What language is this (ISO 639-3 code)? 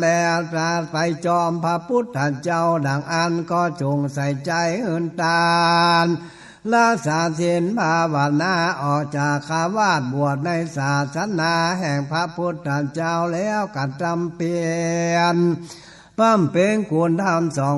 nod